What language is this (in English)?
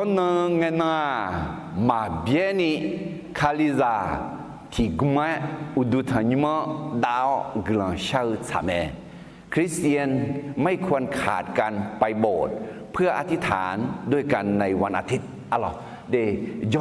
Akha